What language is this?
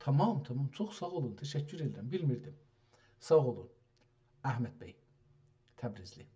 South Azerbaijani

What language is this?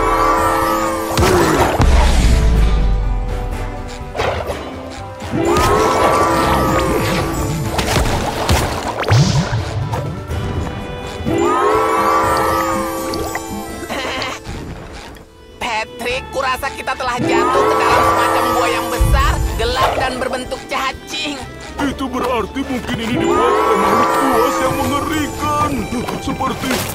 Indonesian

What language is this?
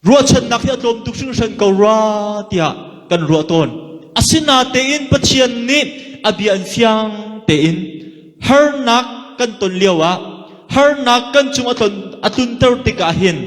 Hakha Chin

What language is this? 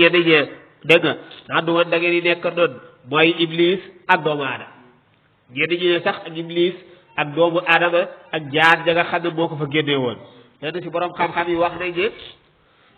Wolof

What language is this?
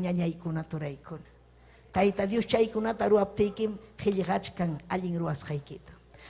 Ayacucho Quechua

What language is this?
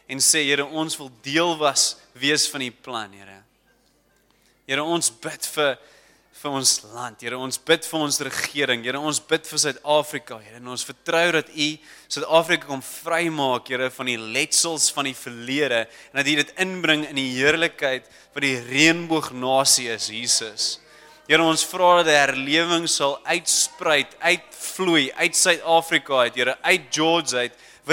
Afrikaans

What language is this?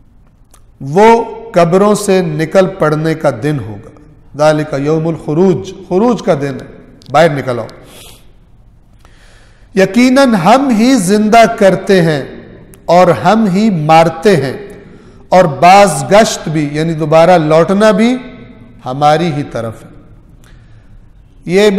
Hindi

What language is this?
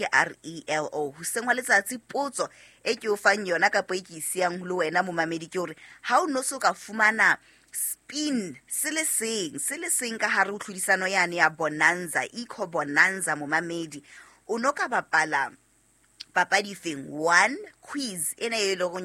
Southern Sotho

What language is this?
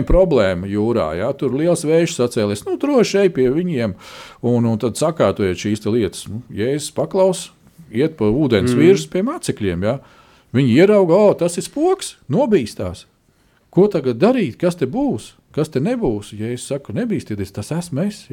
Latvian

